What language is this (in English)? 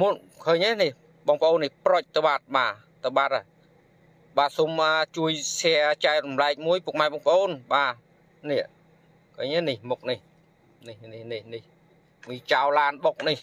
Khmer